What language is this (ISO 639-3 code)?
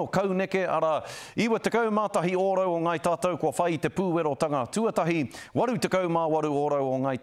mri